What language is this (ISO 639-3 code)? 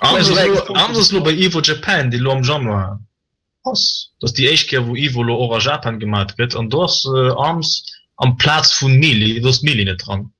ltz